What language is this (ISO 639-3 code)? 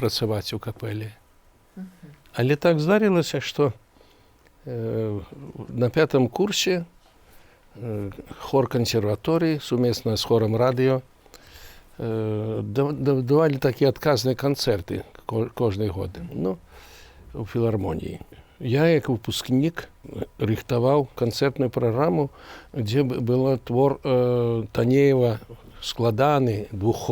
bel